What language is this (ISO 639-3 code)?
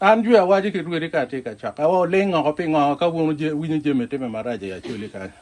ach